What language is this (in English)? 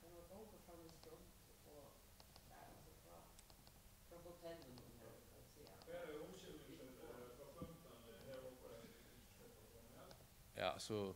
Faroese